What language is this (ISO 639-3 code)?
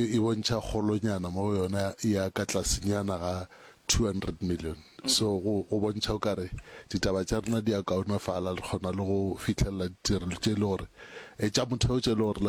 nso